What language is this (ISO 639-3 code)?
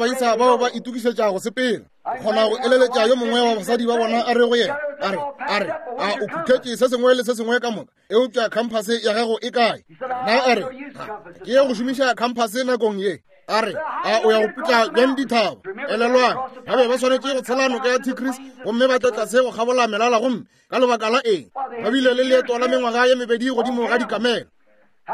nso